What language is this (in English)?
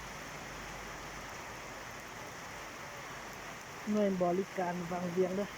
Lao